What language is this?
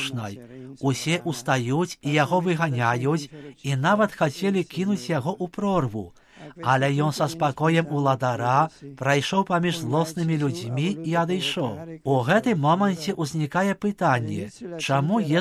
Belarusian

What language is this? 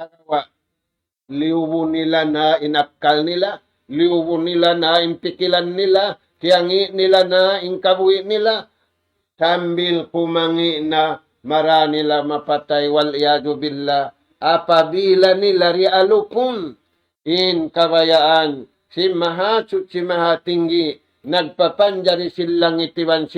Tausug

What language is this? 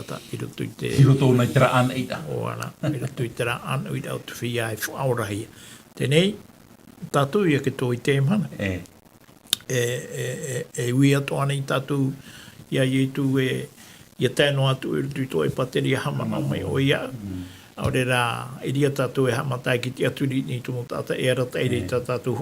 Tahitian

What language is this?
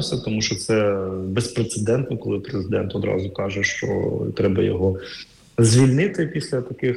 Ukrainian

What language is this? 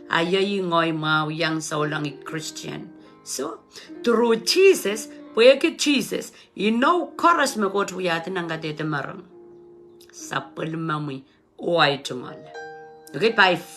Pohnpeian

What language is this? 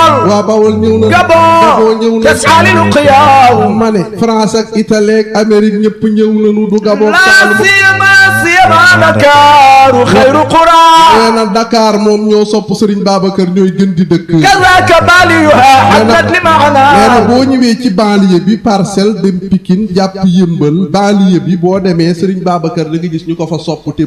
Wolof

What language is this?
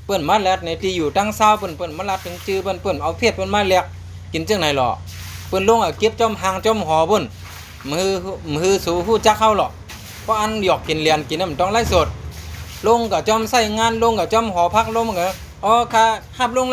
Shan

